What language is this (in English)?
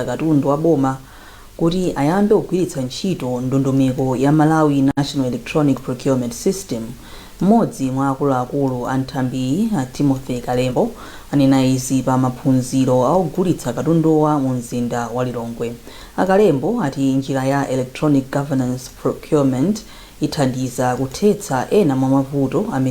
Nyanja